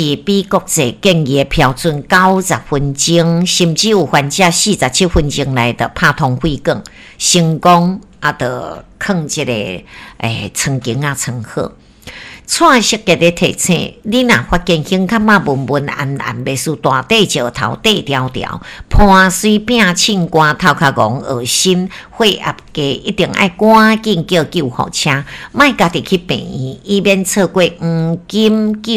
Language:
Min Nan Chinese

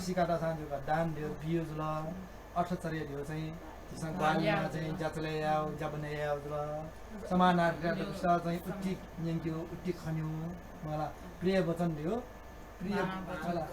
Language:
Newari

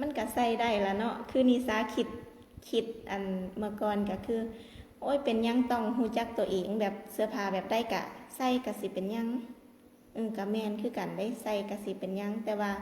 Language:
Lao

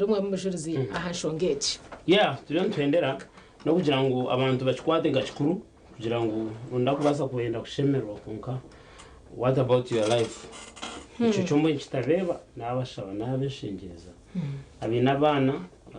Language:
Nyankole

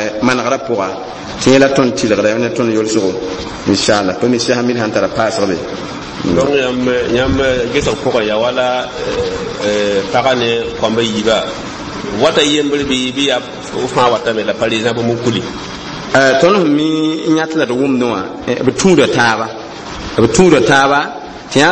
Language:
Mossi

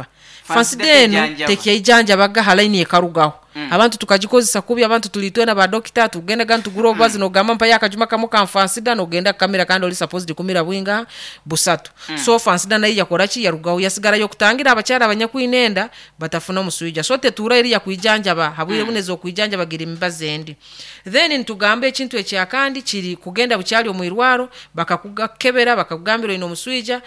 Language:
Nyoro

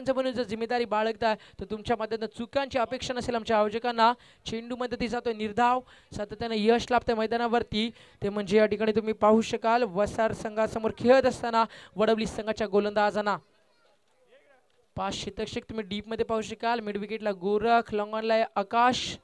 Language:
Marathi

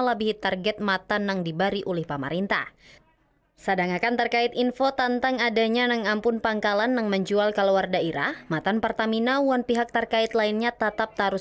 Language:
Banjar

